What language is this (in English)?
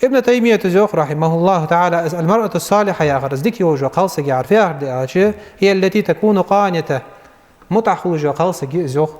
Ingush